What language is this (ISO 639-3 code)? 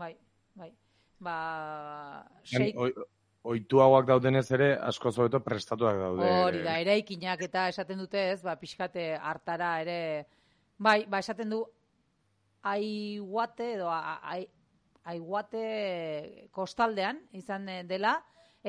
eus